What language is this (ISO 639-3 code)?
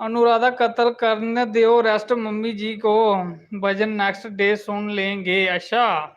doi